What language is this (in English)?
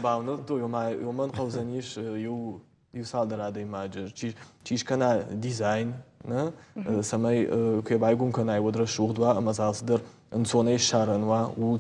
Ossetic